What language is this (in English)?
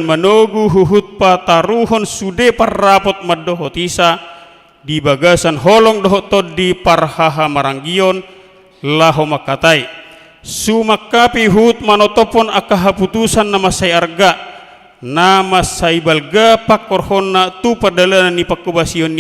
Batak Toba